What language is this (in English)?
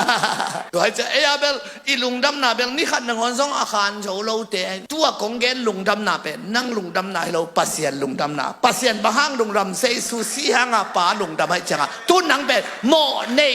Tedim Chin